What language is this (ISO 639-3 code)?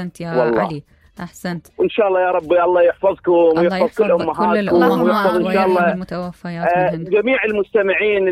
acm